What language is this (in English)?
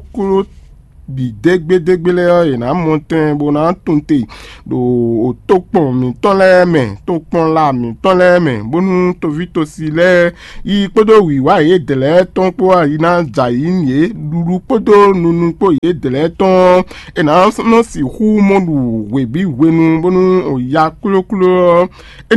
Fon